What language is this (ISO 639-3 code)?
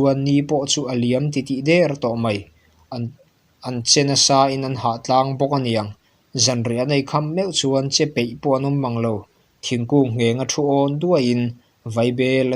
lus